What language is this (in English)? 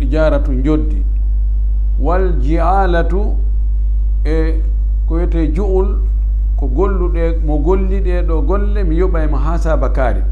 Fula